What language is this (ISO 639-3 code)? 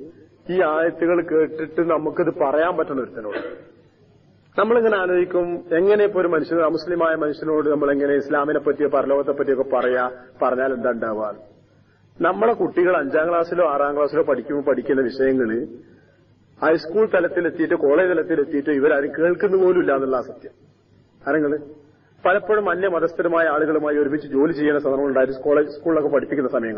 mal